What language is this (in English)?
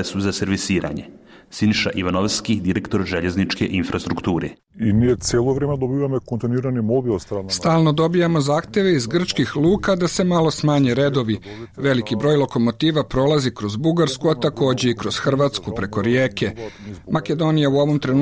Bosnian